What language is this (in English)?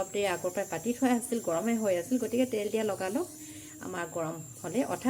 Assamese